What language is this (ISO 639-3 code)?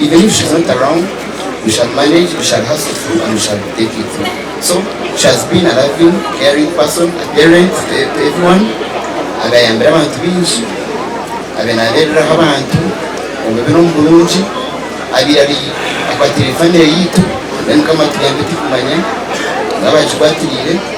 nyn